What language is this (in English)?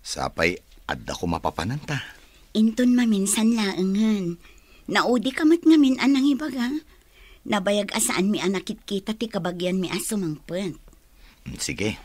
Iloko